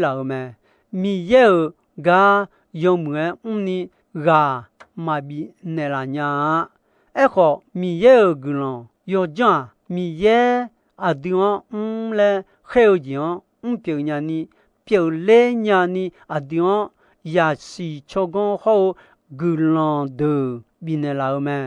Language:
Akha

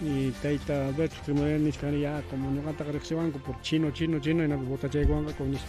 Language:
Ayacucho Quechua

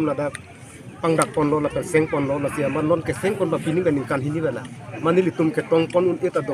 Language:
Karbi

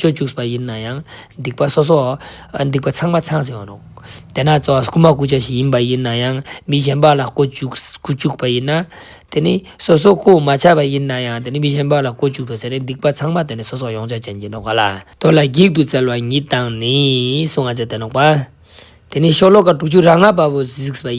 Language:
Ladakhi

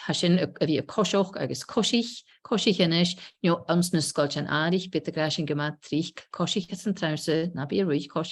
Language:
Scottish Gaelic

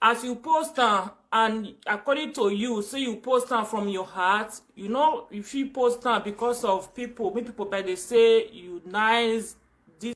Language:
Nigerian Pidgin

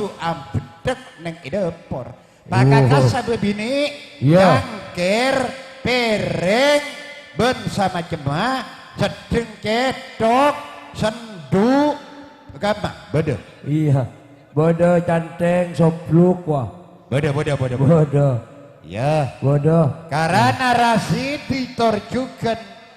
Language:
Madurese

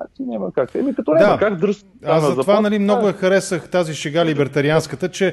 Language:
Bulgarian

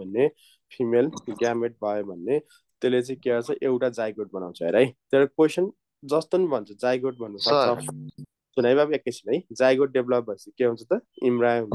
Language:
Nepali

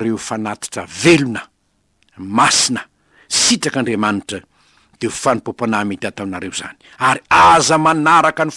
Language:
Malagasy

